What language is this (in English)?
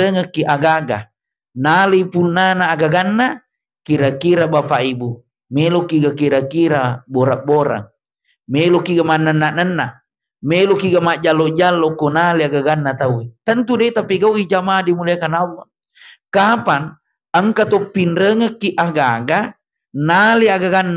Buginese